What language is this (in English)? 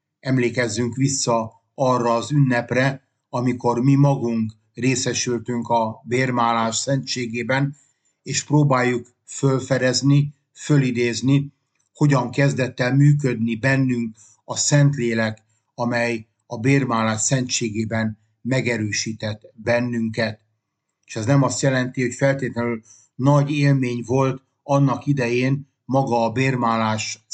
Hungarian